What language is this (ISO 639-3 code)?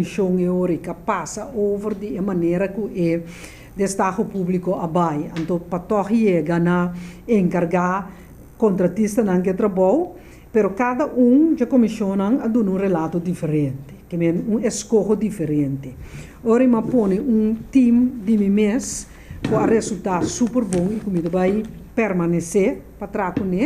pap